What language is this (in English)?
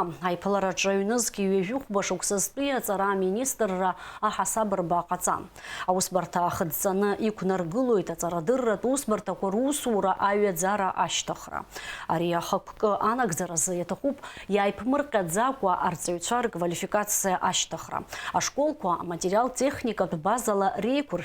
Abkhazian